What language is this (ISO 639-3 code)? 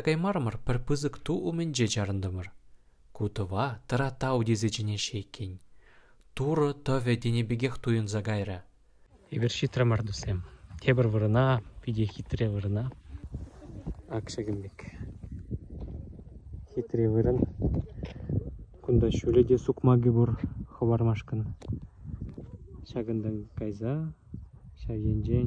chv